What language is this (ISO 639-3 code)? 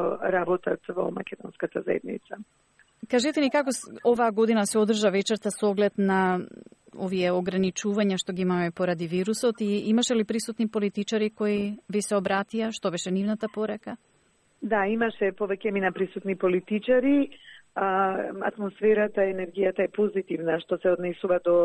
mkd